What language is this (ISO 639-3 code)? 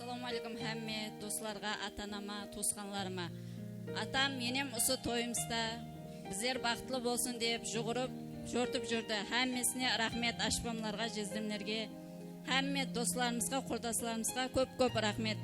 kaa